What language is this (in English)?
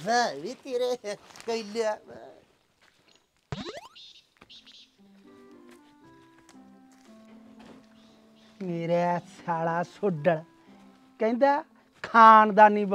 Punjabi